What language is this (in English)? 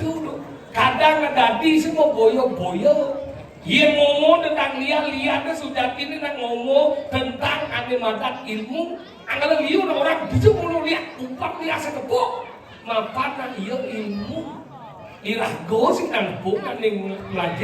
Balinese